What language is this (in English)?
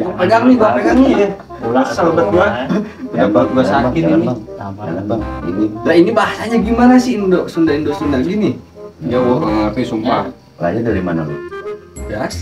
Betawi